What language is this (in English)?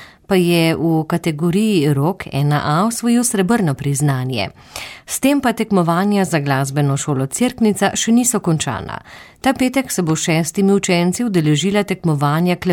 Slovenian